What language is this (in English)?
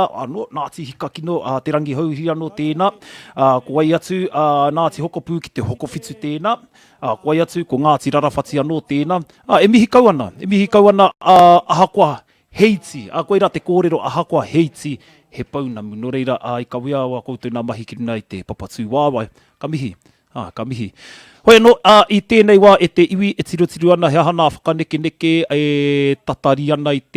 Māori